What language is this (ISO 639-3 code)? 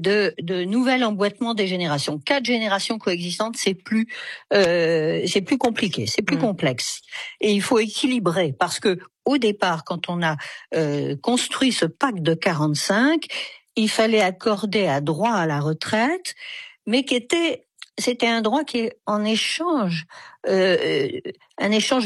fra